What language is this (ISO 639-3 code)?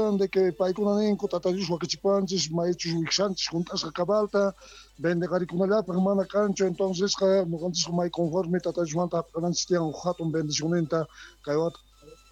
quh